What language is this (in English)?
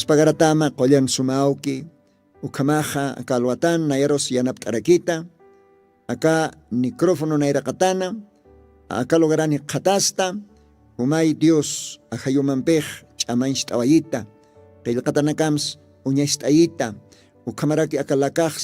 Aymara